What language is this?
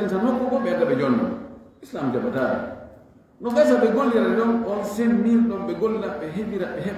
Fula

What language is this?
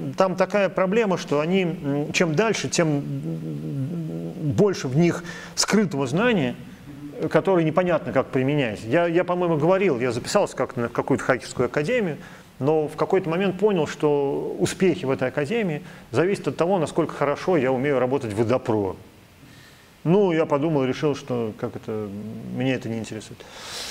Russian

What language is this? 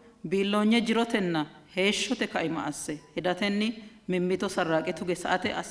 Sidamo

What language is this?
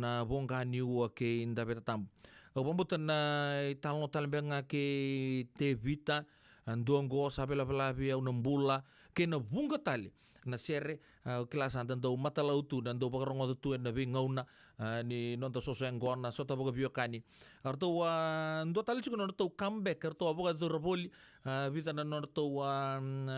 Fijian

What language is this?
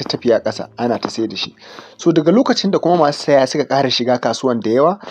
Hausa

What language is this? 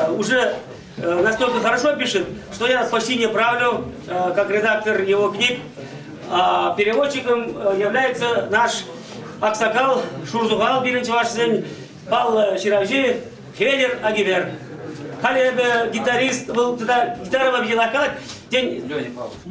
Chuvash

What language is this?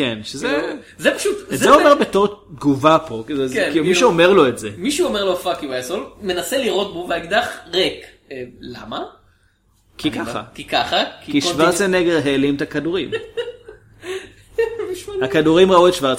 Hebrew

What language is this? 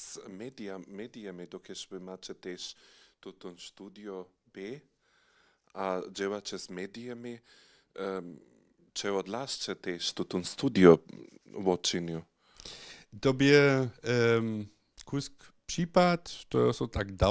Upper Sorbian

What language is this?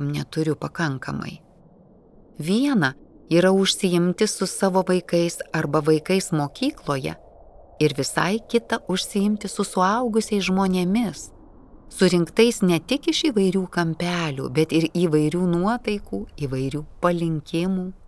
Lithuanian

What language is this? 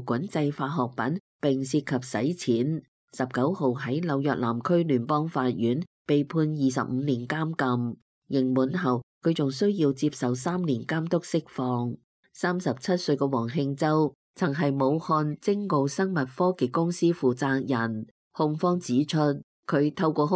Cantonese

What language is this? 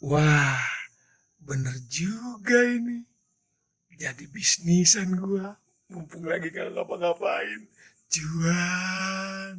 Betawi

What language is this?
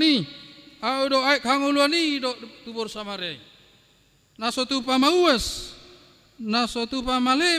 Batak Toba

